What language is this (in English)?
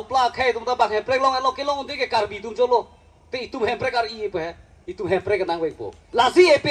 Karbi